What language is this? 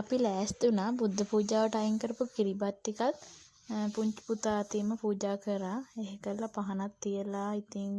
Sinhala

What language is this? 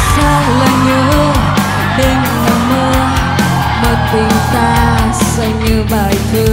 Vietnamese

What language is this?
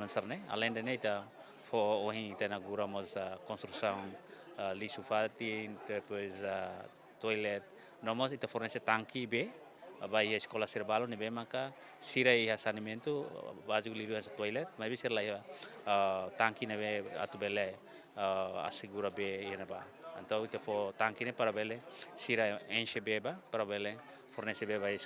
Tetum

